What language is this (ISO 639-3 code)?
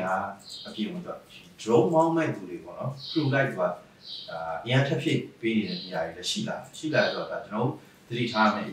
mya